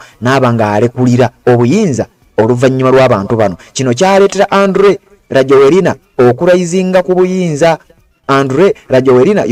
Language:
Ganda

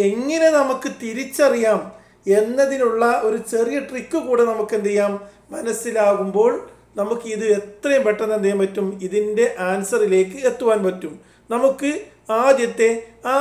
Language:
Malayalam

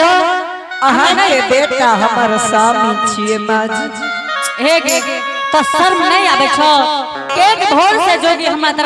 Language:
Angika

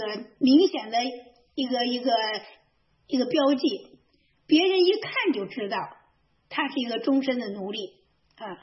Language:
Chinese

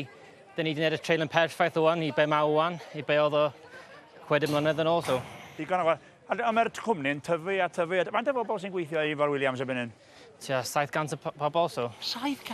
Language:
Welsh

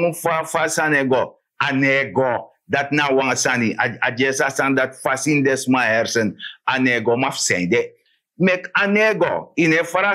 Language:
Sranan Tongo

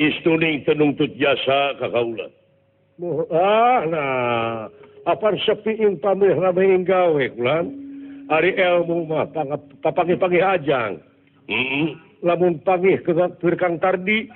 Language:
Sundanese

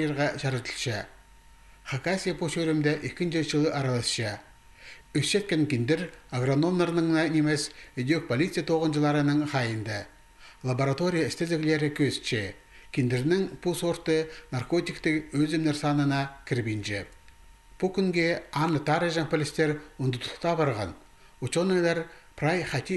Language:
Khakas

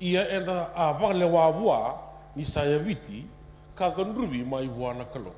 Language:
Fijian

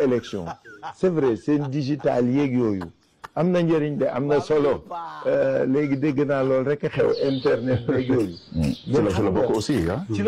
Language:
Wolof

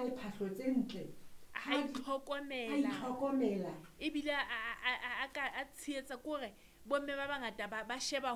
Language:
Southern Sotho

